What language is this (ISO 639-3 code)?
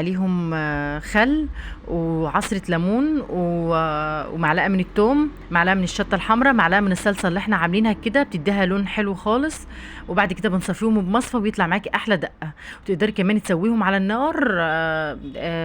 arz